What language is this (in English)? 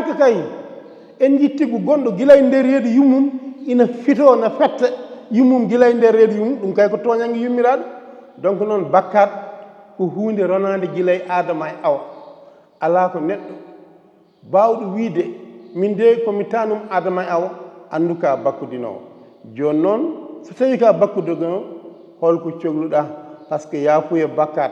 Fula